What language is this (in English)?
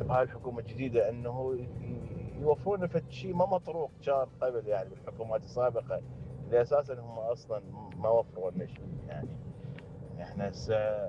Mesopotamian Arabic